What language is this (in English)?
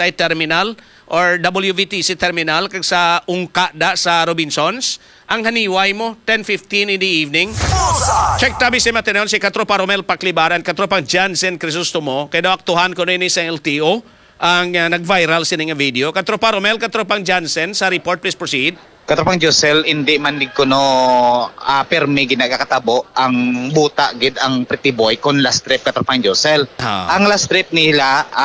Hiligaynon